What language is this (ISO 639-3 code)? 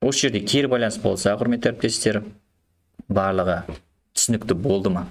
kaz